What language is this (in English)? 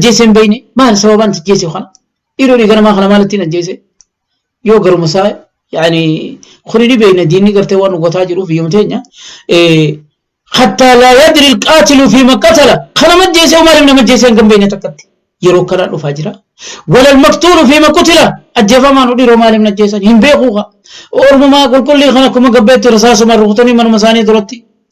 Oromo